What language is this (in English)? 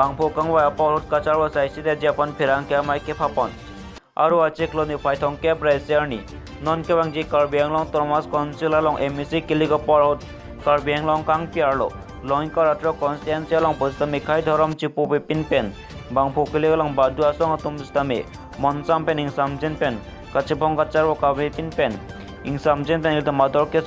Karbi